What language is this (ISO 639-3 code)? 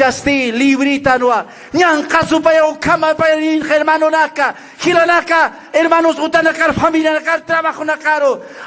aym